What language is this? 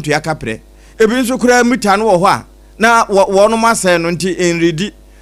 Akan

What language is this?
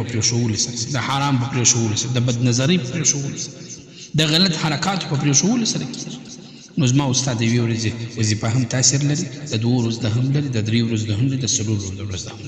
Pashto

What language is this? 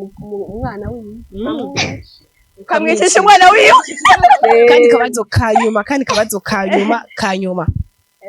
Rundi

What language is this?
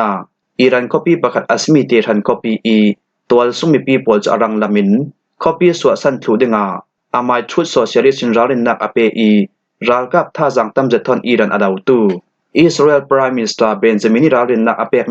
Falam Chin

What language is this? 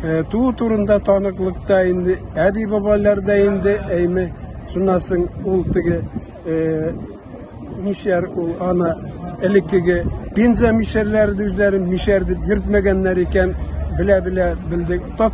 Tatar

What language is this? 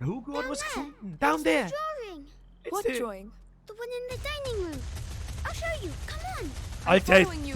Bavarian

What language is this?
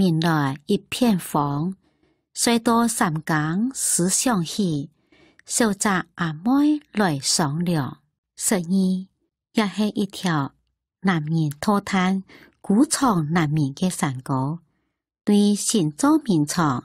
Hakka Chinese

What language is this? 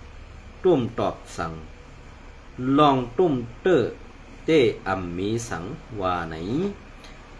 Shan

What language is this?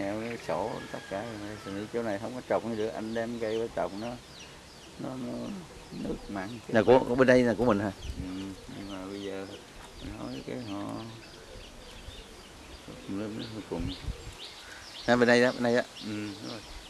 Vietnamese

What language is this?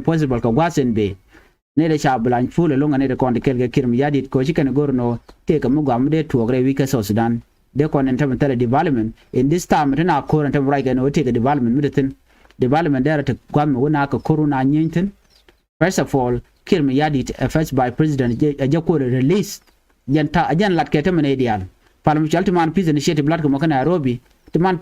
Nuer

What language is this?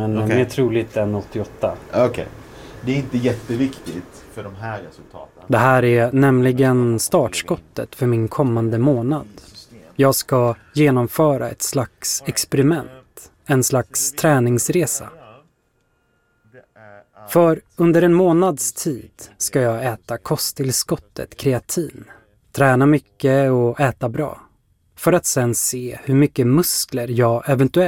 Swedish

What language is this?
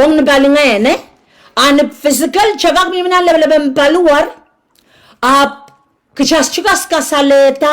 Pohnpeian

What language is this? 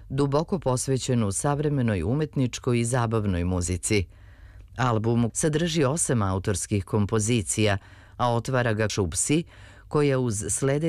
Serbian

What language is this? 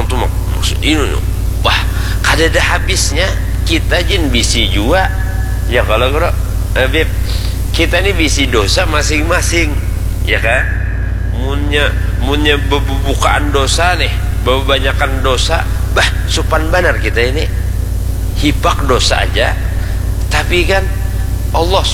Banjar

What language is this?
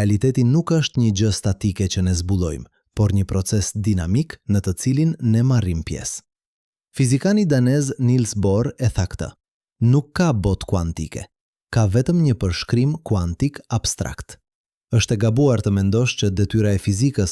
Albanian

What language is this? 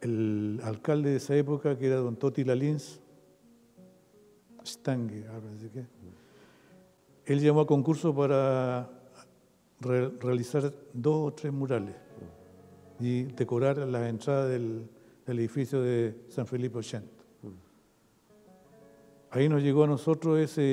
Spanish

